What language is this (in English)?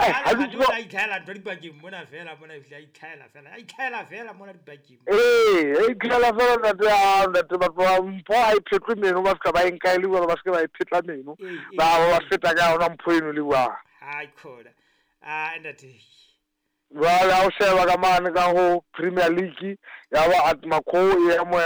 Southern Sotho